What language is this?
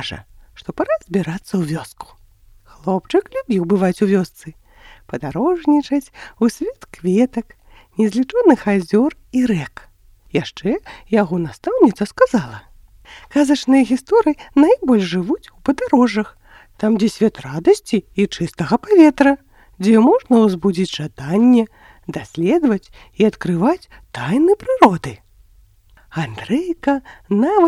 Belarusian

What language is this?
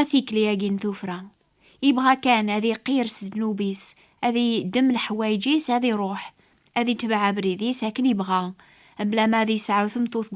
Kabyle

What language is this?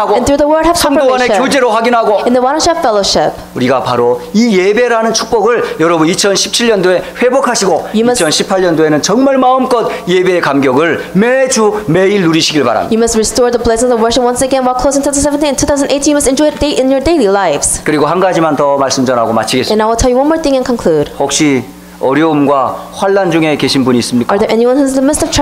Korean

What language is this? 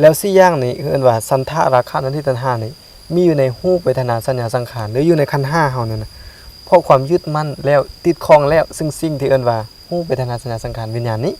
Lao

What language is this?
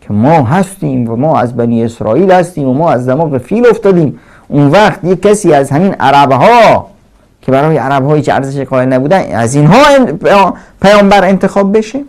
Persian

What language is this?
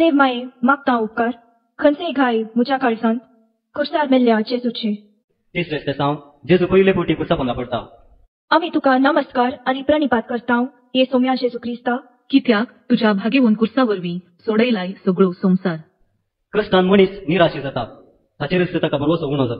Konkani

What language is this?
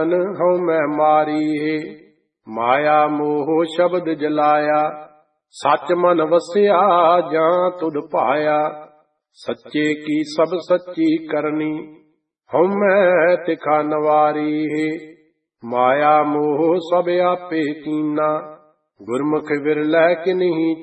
Punjabi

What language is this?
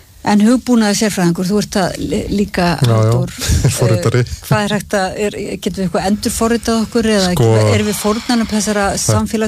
Icelandic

